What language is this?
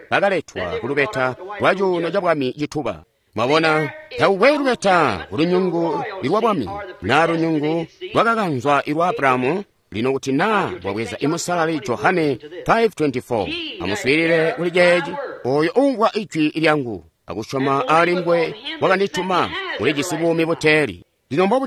Tonga (Zambia)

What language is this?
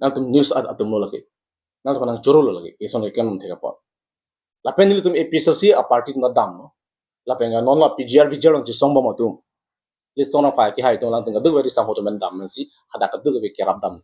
Karbi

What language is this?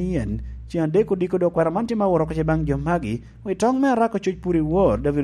Lango (Uganda)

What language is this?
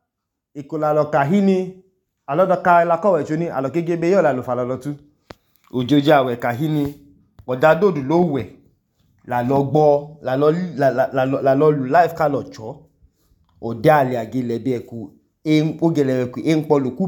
Idoma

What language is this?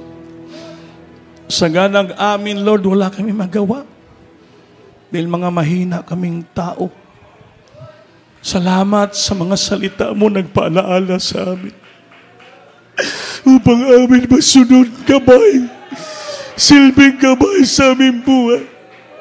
Filipino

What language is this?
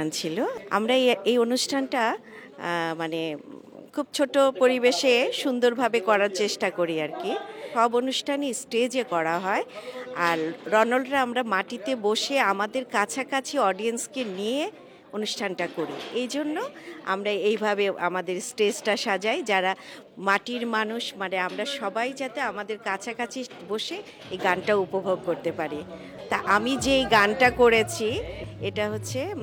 Bangla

